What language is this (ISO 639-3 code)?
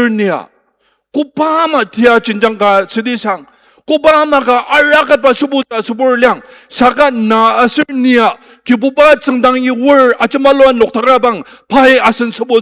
njo